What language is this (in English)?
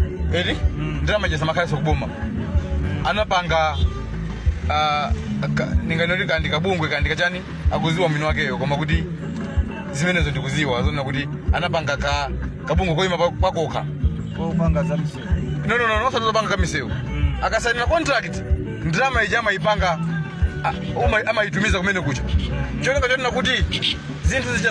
Nyanja